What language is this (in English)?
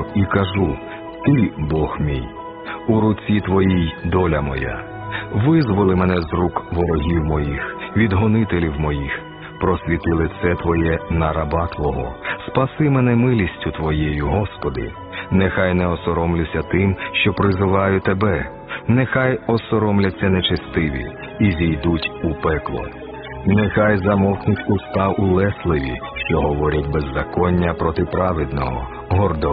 Ukrainian